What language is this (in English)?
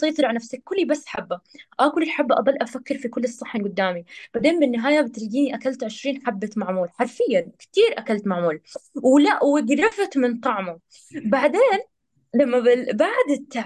North Levantine Arabic